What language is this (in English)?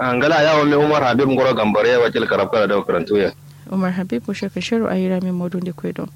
Kanuri